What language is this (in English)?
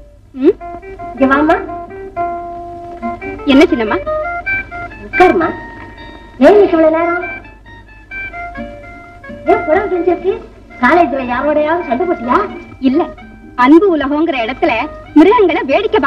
Tamil